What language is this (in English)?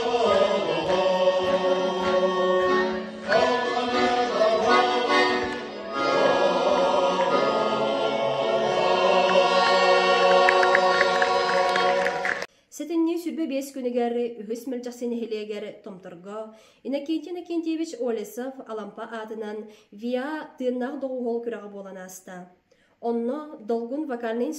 Yakut